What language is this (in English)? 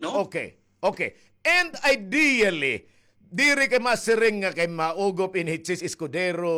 Waray